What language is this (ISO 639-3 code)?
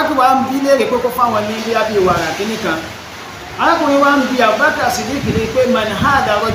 yor